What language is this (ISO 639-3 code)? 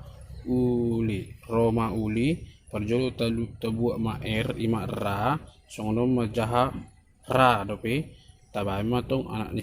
bbc